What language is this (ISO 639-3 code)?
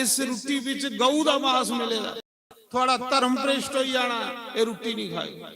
doi